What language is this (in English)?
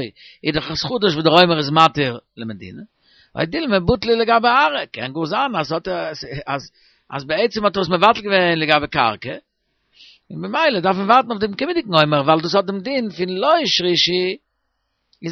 Yiddish